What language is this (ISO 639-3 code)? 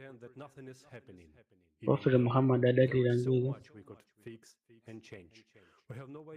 nya